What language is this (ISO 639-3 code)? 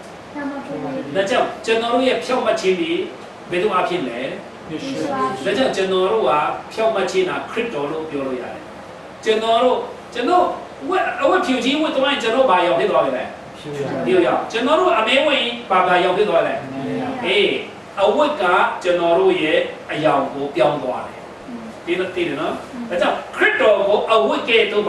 cfm